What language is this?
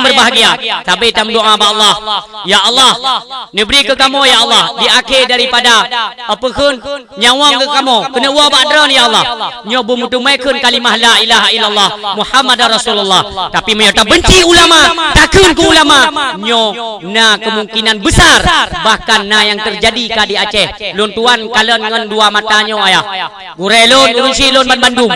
Achinese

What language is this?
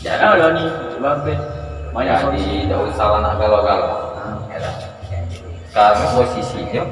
Musi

